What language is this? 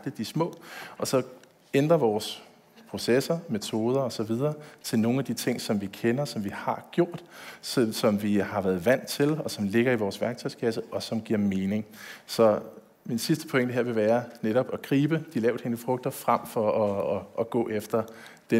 Danish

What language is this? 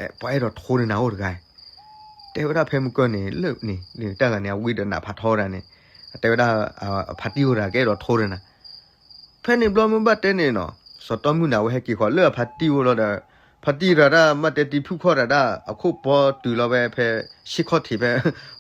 S'gaw Karen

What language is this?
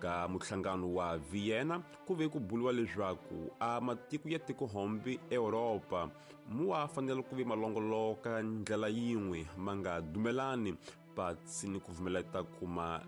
Tsonga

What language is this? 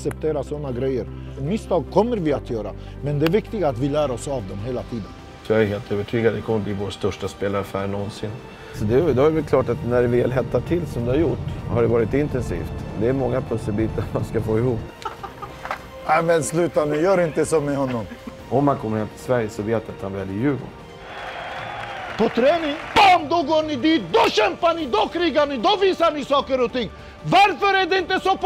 Swedish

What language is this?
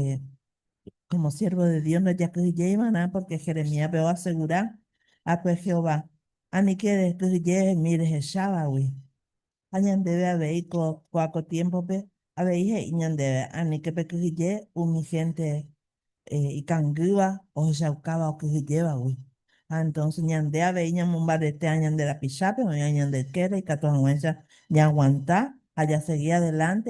Guarani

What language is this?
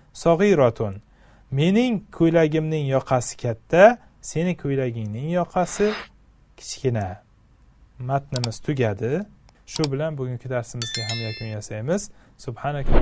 Uzbek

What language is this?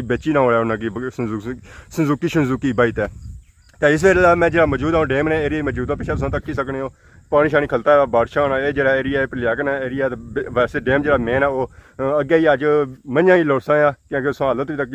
Pahari-Potwari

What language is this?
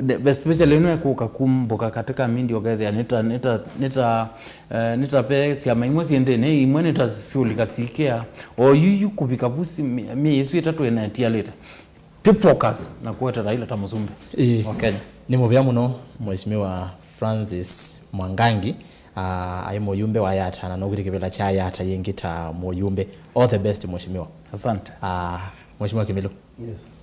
Kamba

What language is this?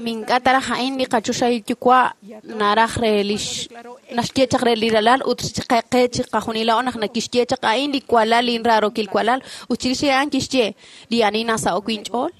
Kekchí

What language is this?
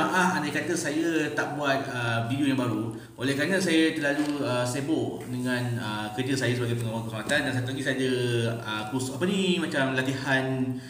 Malay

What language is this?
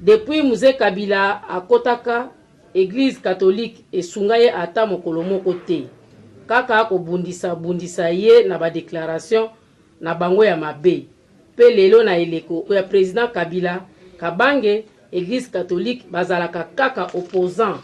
Lingala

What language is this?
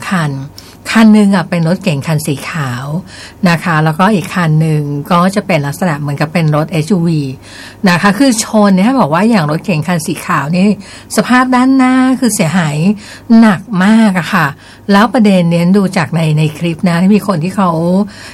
Thai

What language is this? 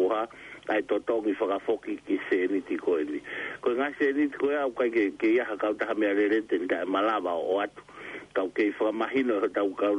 Tongan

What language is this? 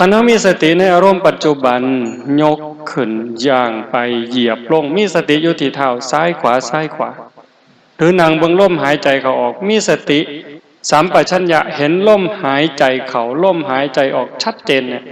Northeastern Thai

